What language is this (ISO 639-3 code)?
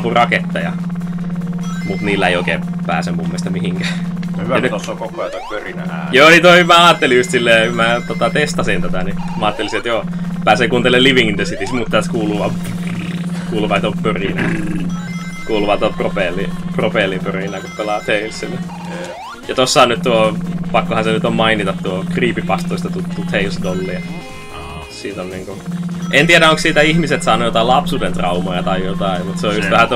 fin